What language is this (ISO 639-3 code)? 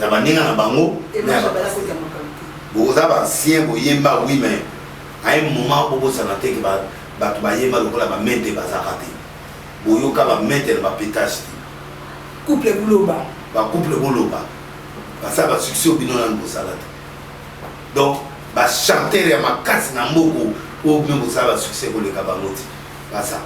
lin